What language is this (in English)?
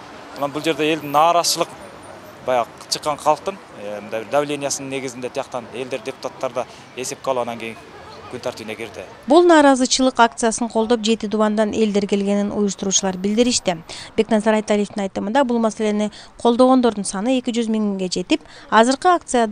Kyrgyz